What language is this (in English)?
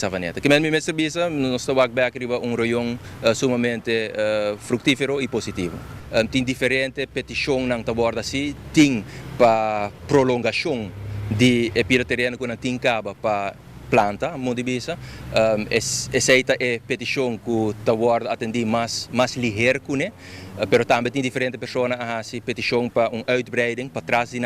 Papiamento